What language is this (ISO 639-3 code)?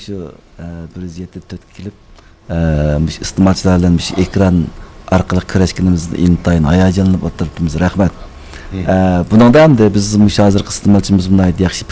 uig